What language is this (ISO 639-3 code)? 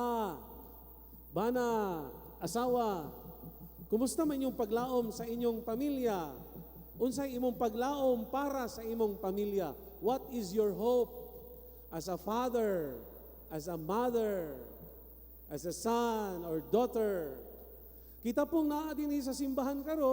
ceb